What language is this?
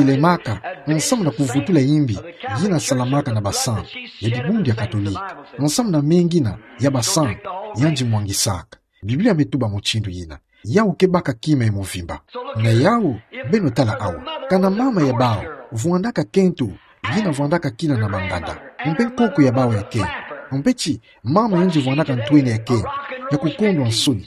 Kituba (Democratic Republic of Congo)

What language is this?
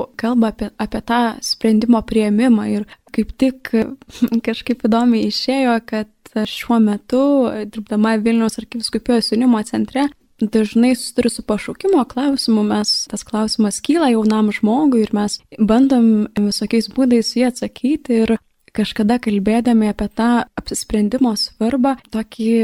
Lithuanian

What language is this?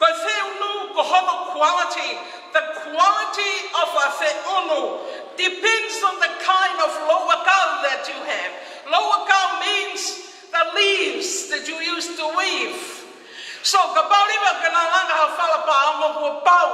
Tongan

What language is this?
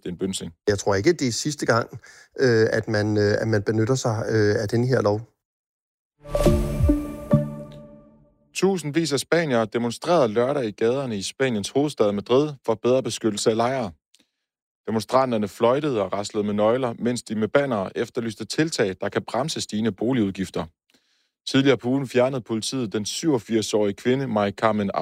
Danish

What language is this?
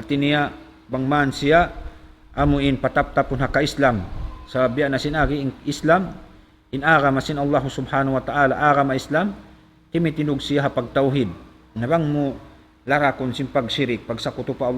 Tausug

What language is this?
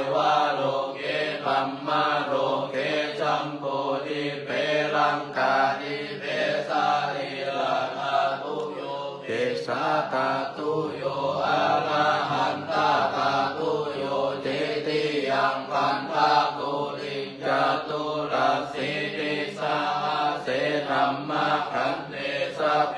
Pali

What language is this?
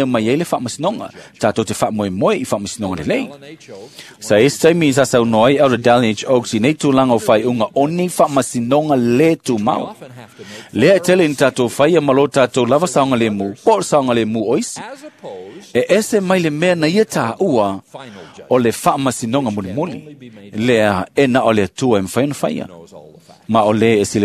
Samoan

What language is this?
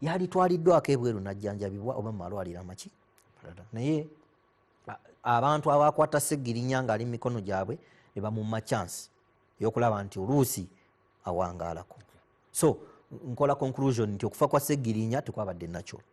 Ganda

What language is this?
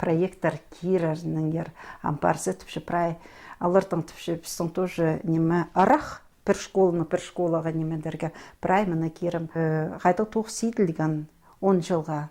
Khakas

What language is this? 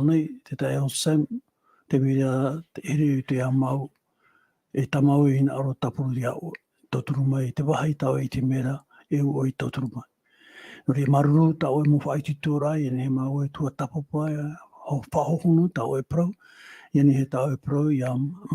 Tahitian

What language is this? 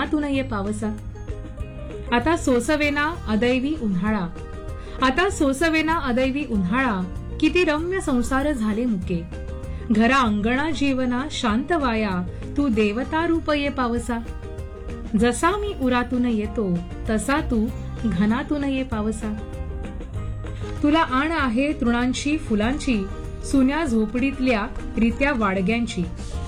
Marathi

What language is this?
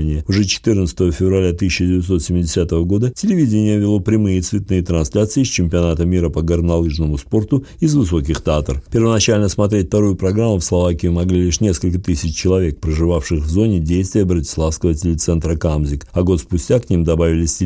Russian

